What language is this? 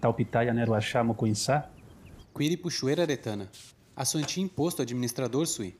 Nheengatu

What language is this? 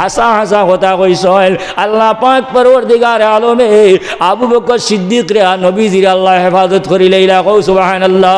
Sylheti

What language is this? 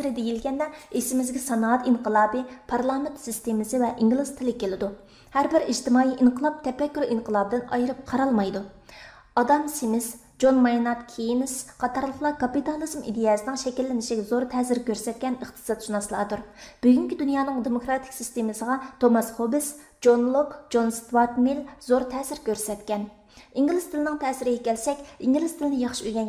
Uyghur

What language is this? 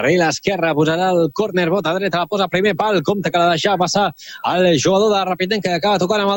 Catalan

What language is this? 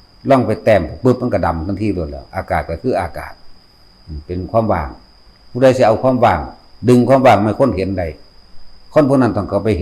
Northeastern Thai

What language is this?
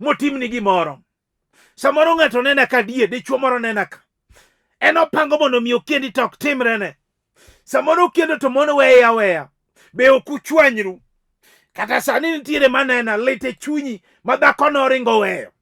Luo (Kenya and Tanzania)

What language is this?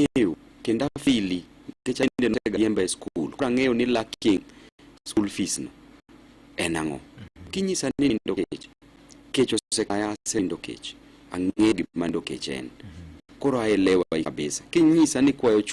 Luo (Kenya and Tanzania)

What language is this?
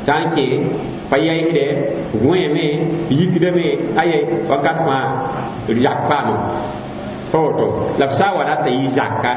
Mossi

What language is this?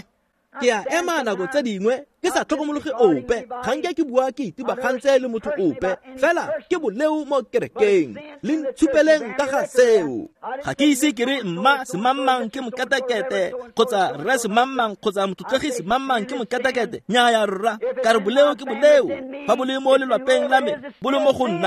Tswana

